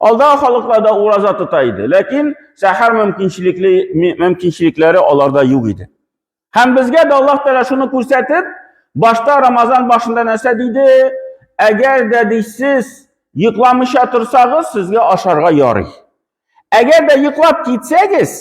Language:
Tatar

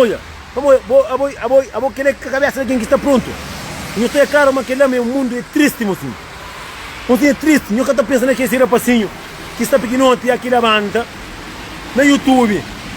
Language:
Kabuverdianu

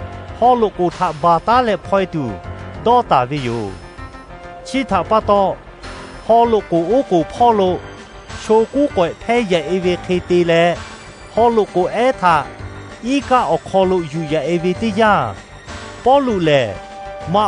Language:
Lahu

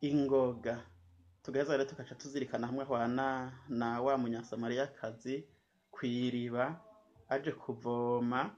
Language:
Rundi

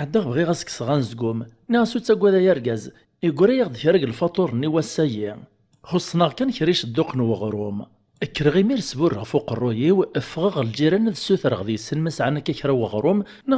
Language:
Kabyle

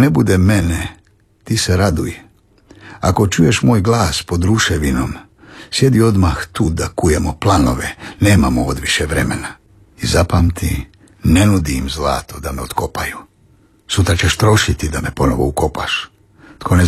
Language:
Croatian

